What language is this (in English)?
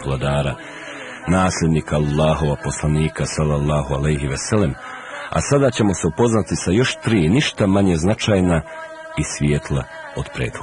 Bosnian